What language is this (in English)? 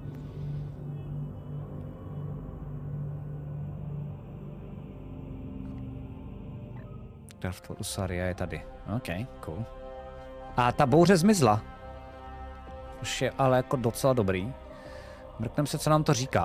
Czech